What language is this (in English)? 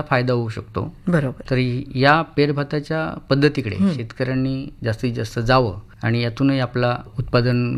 Marathi